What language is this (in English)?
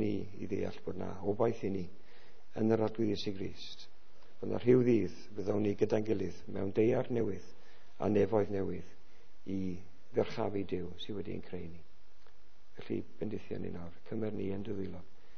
Welsh